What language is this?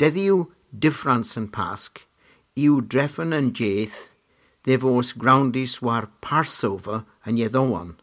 Cornish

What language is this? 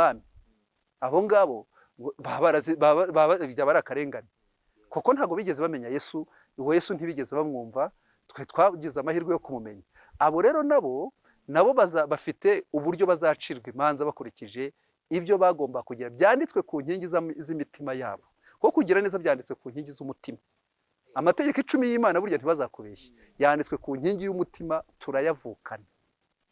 Kinyarwanda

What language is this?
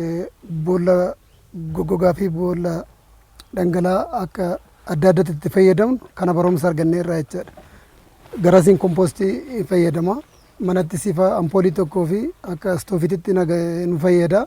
Oromo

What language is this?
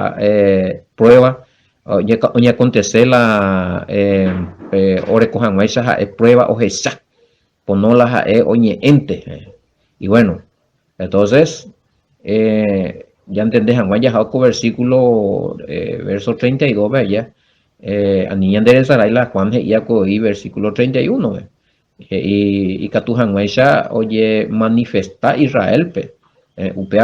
Guarani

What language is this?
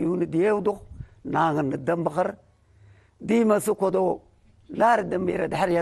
Tigre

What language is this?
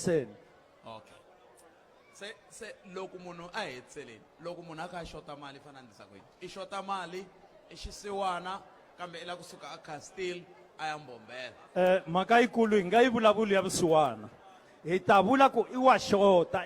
Tsonga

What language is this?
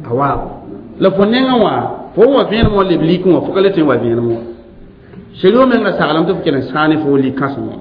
Mossi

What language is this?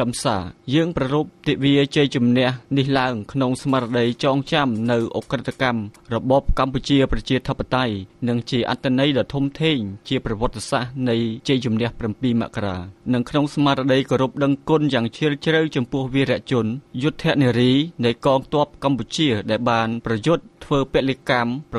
Khmer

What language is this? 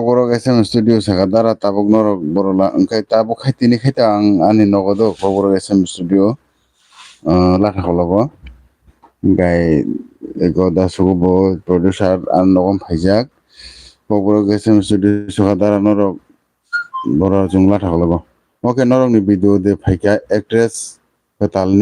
Kok Borok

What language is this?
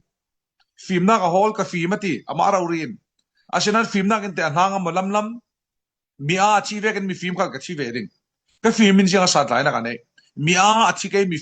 Falam Chin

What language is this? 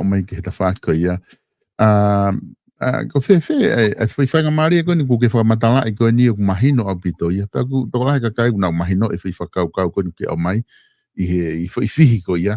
Tongan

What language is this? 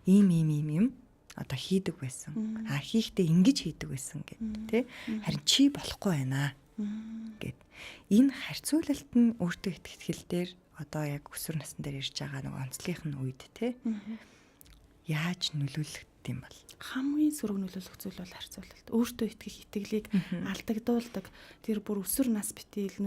Mongolian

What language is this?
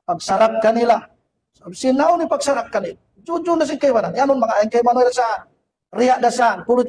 Tausug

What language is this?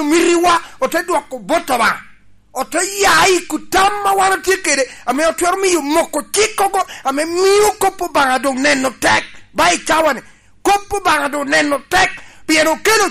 Lango (Uganda)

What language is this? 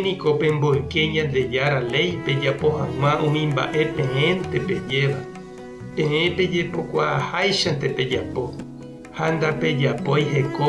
Guarani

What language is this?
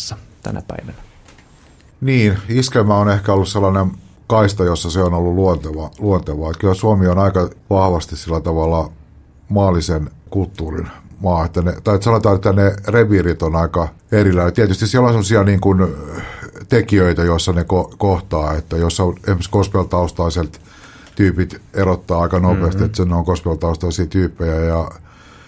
Finnish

